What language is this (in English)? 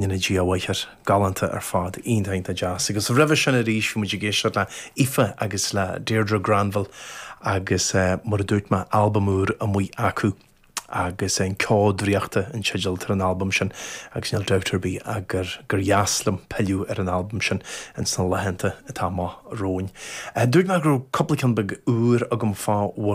Irish